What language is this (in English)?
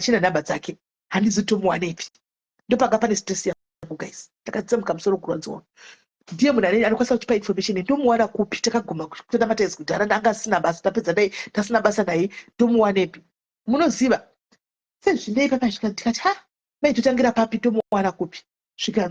Shona